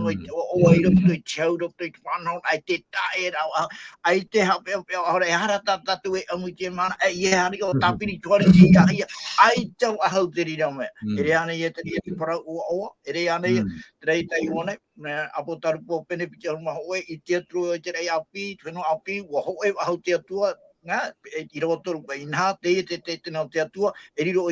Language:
Tahitian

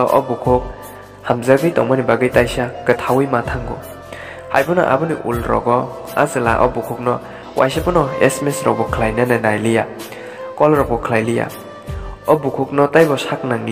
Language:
Kok Borok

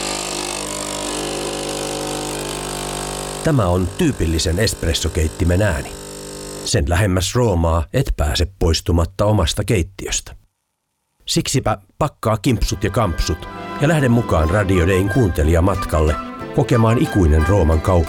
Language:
Finnish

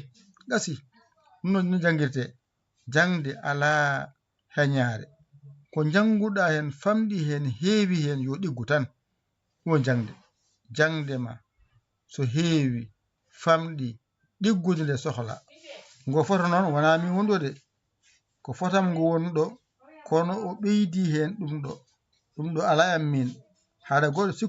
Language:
Fula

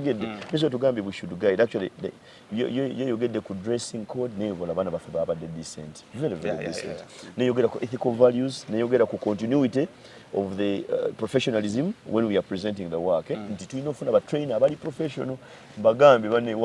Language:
Ganda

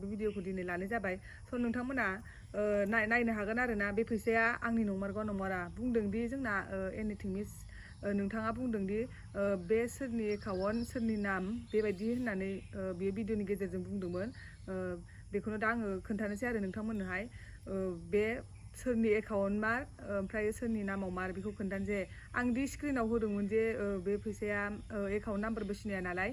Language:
Bodo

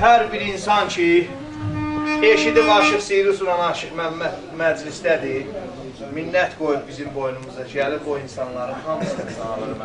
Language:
South Azerbaijani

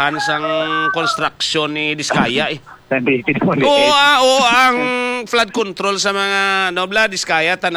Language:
Hiligaynon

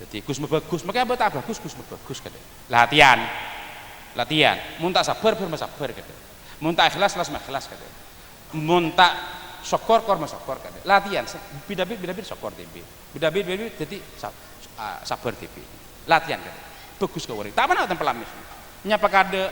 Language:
Madurese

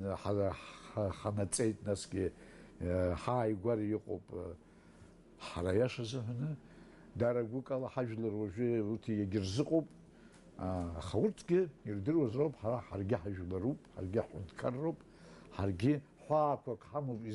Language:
Abkhazian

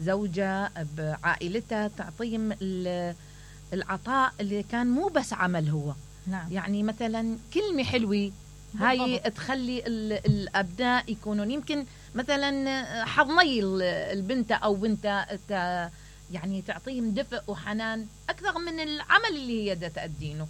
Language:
Mesopotamian Arabic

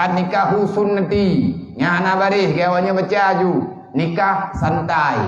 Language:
Achinese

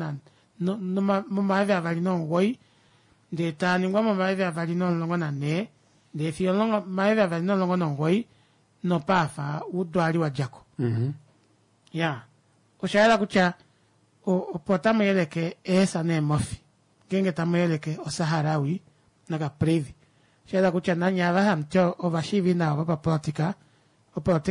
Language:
Kuanyama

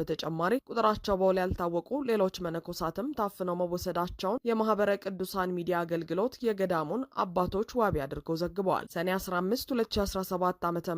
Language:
Amharic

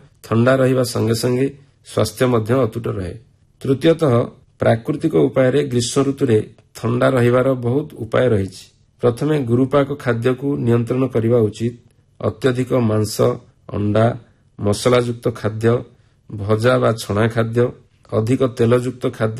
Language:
Odia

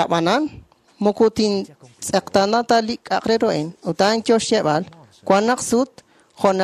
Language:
Kekchí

